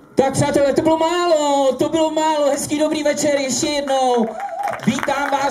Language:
Czech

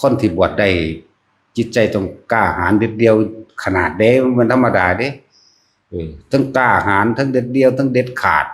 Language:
Northeastern Thai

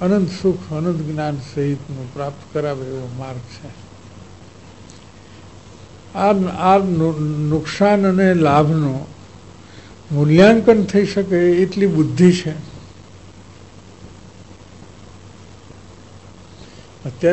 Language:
Gujarati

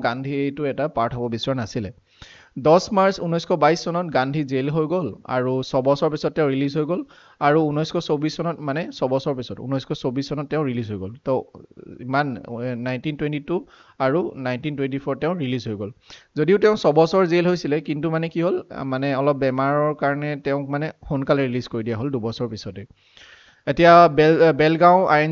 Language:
Assamese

